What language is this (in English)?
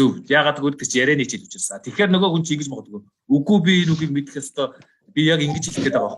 Mongolian